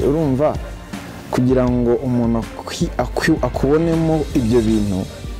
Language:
Kinyarwanda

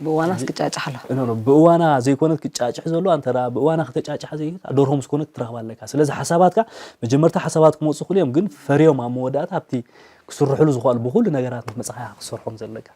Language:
Tigrinya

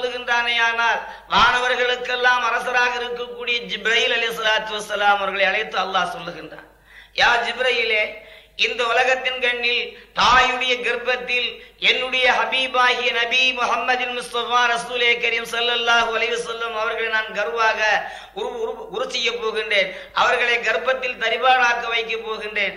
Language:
Tamil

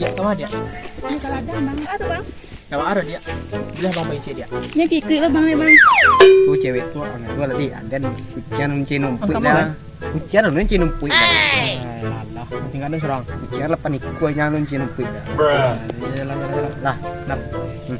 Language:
Minangkabau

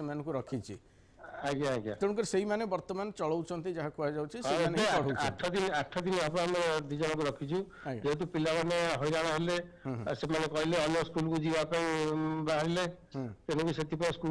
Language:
Odia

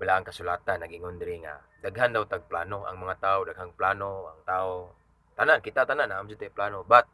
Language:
Cebuano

